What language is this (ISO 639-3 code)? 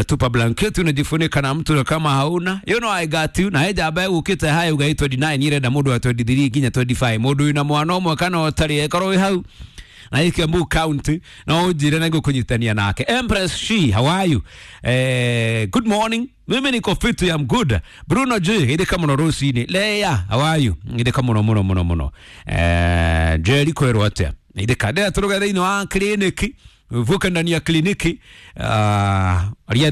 kik